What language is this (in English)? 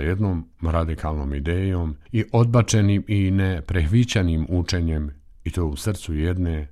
Bosnian